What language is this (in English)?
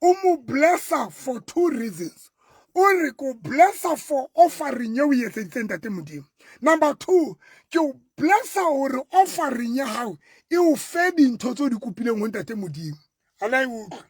Southern Sotho